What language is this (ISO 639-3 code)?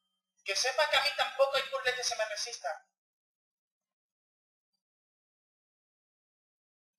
spa